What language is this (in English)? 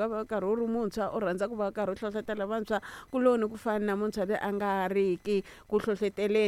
Tsonga